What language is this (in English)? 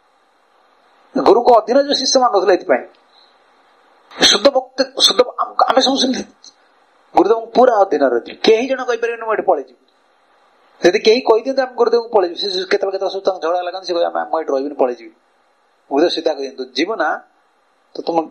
Odia